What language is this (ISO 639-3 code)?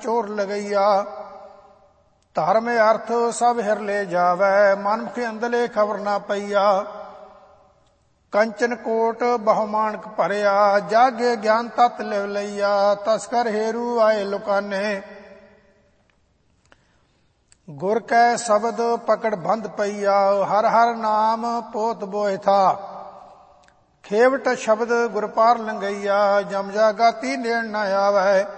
pan